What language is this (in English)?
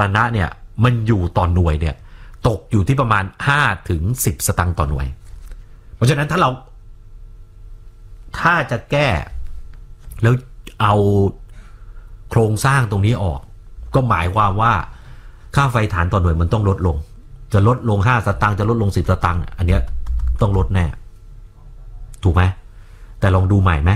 Thai